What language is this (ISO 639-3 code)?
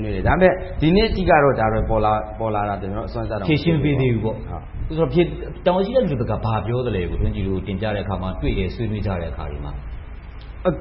mya